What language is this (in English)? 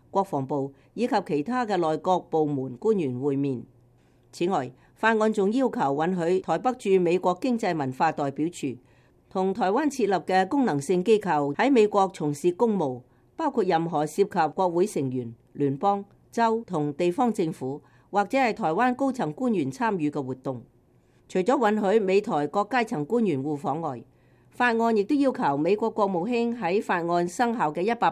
Cantonese